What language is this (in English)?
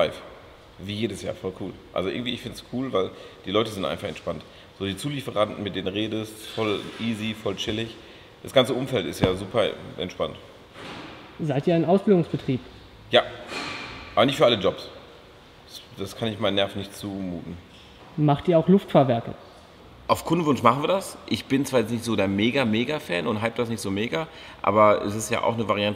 German